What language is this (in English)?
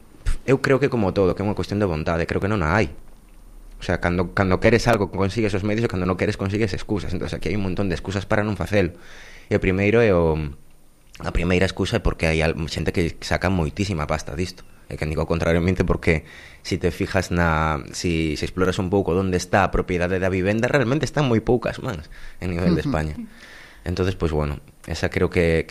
Galician